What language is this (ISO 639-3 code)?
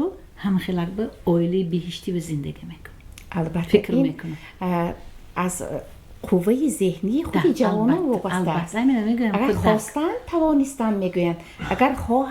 tgk